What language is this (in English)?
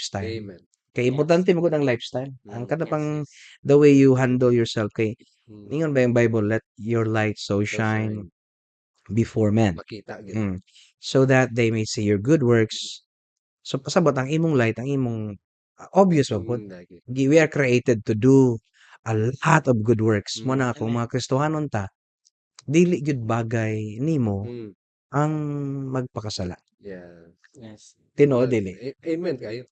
Cebuano